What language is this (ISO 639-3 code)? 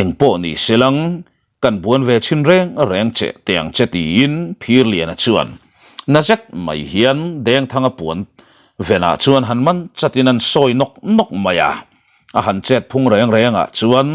lus